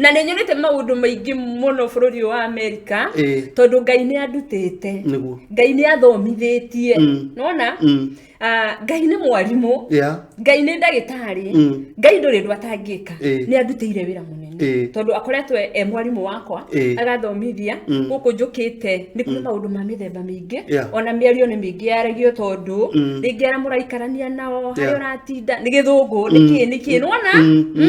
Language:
Kikuyu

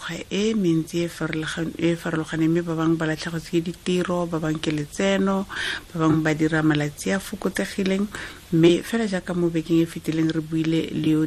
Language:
Tswana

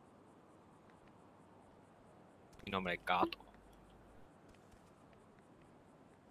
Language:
Spanish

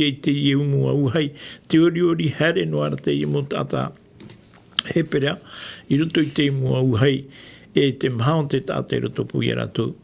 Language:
Tahitian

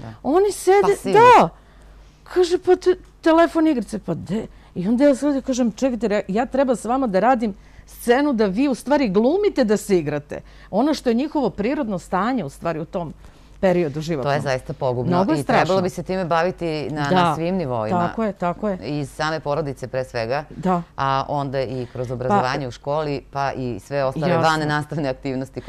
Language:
Serbian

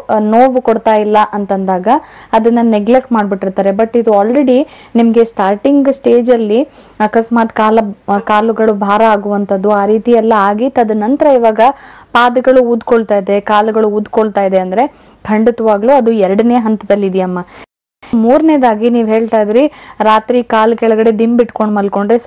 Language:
Kannada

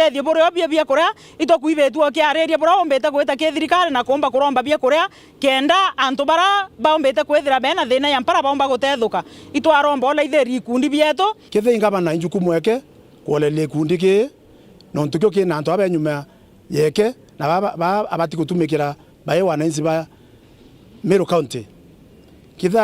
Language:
Meru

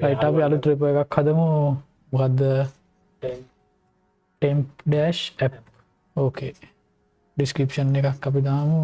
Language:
Sinhala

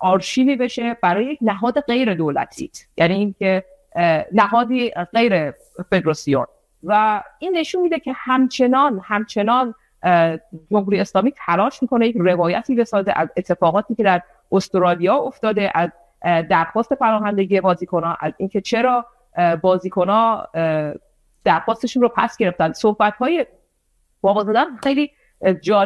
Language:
Persian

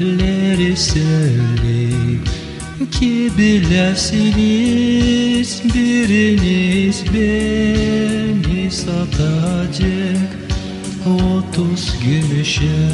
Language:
Gagauz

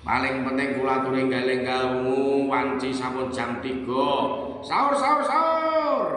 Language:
Javanese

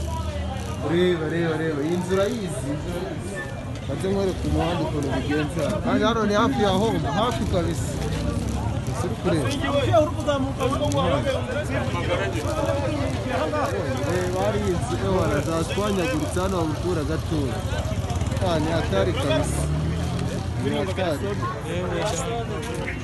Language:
Kinyarwanda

